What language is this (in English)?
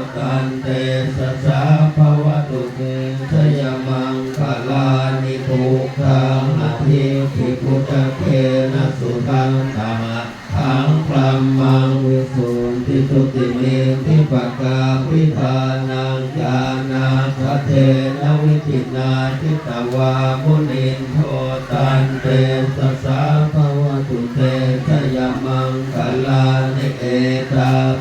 Pali